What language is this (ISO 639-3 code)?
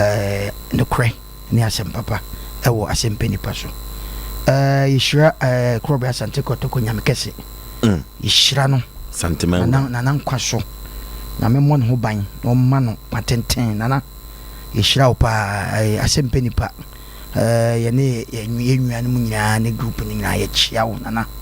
aka